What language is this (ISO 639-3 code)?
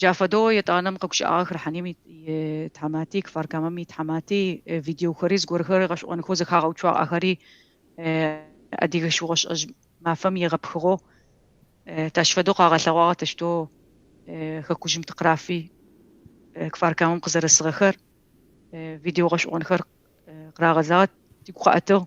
kbd